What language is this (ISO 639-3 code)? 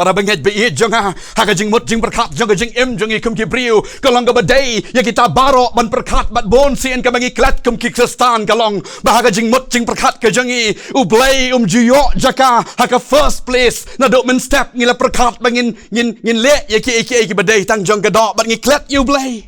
kha